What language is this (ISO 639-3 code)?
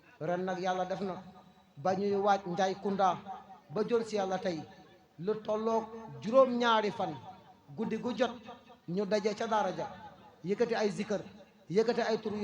wol